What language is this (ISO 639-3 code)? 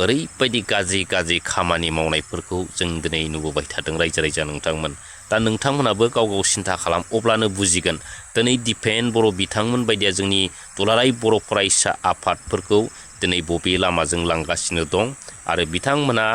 brx